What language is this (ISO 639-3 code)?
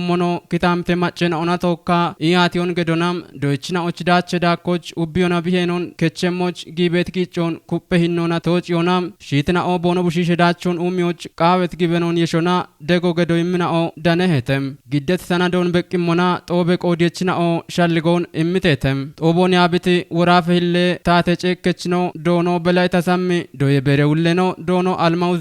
kbr